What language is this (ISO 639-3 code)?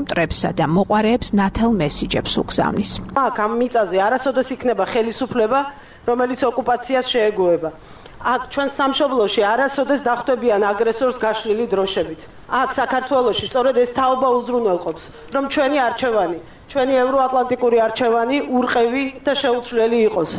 kat